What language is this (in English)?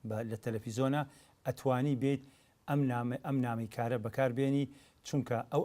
Central Kurdish